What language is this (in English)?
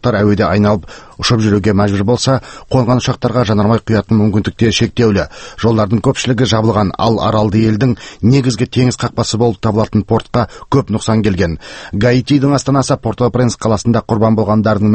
Kazakh